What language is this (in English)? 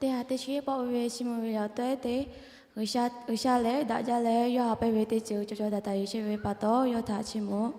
Lahu